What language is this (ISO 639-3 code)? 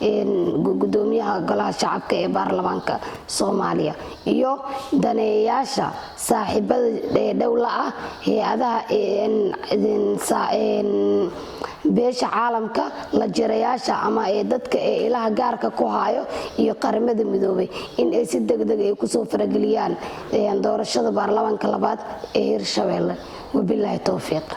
som